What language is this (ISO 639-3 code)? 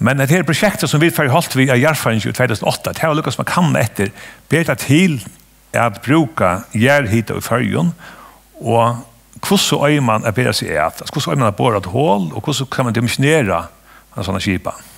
fao